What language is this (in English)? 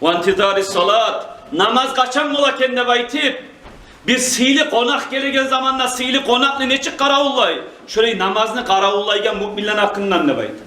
Kumyk